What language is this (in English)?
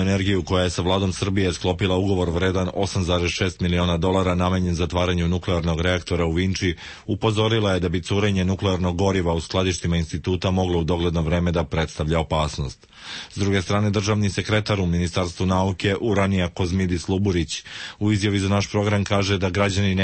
Serbian